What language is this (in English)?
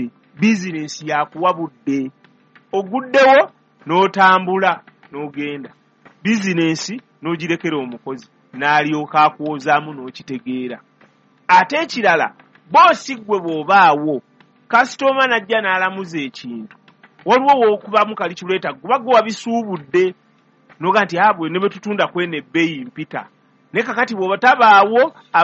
Ganda